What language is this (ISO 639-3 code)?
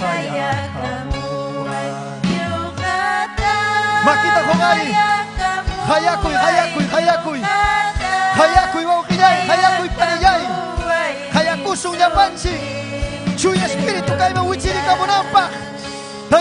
quy